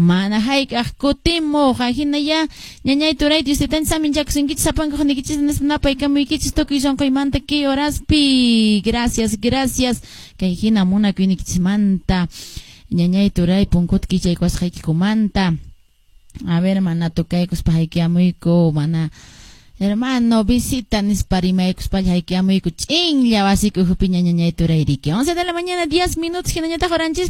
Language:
Quechua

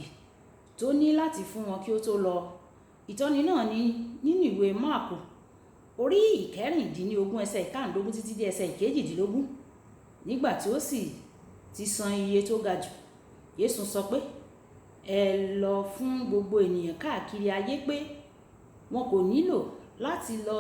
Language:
Yoruba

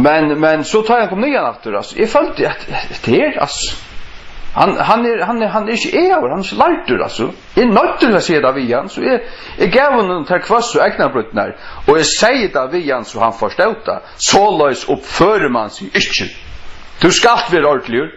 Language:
Faroese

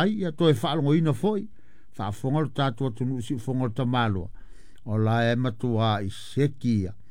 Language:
Samoan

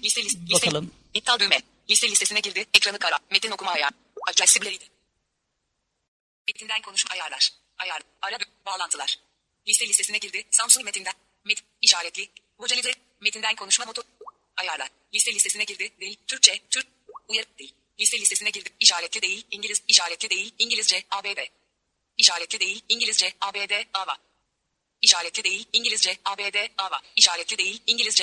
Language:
Turkish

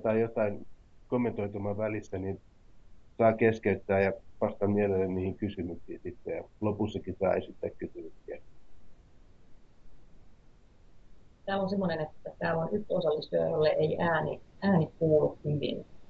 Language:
Finnish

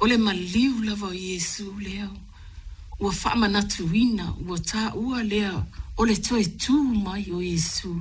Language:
Samoan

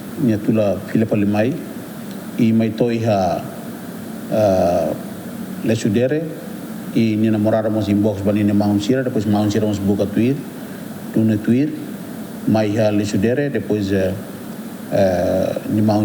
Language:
Tetum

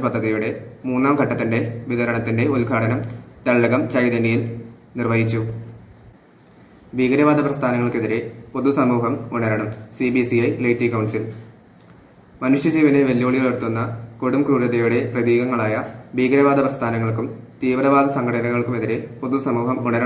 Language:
Malayalam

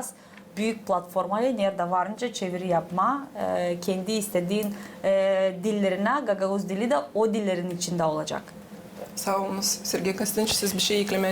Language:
Gagauz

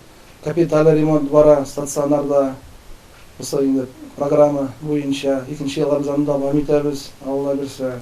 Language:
Tatar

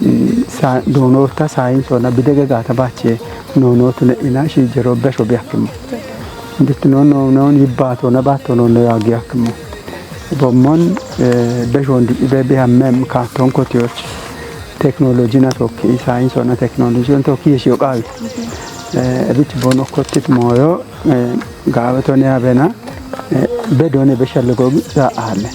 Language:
Kafa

